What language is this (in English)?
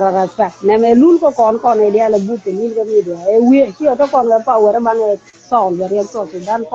Nuer